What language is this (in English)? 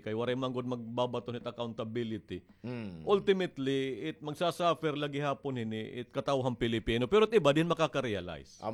Waray